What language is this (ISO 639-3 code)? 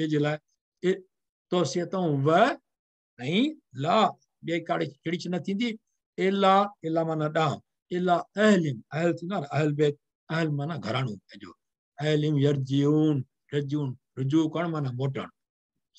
snd